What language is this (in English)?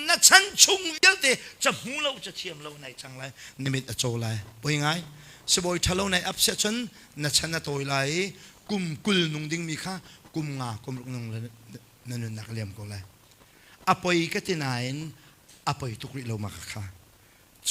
Hakha Chin